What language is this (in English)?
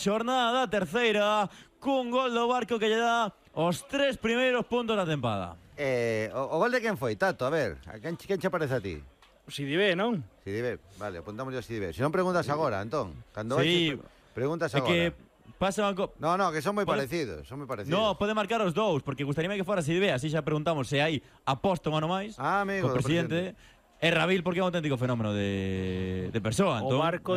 Galician